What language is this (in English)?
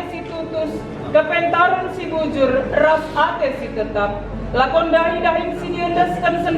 Batak Karo